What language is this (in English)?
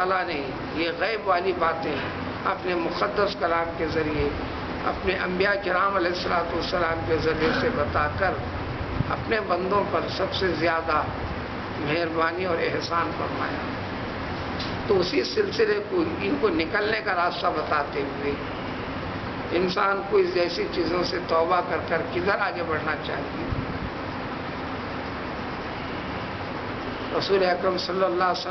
Urdu